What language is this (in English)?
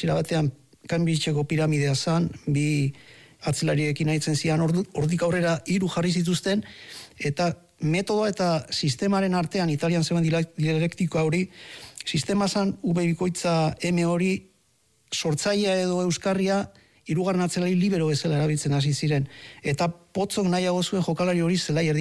Basque